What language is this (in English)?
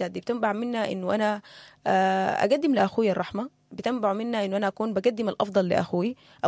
Sudanese Arabic